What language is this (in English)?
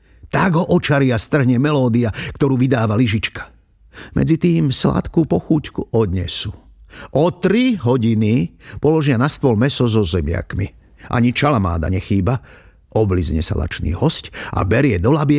Slovak